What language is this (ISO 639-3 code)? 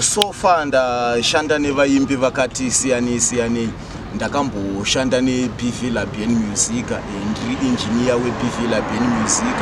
sna